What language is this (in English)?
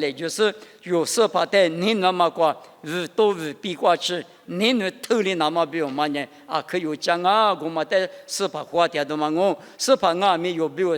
Lisu